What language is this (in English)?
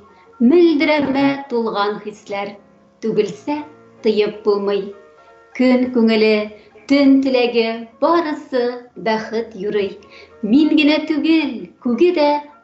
Tatar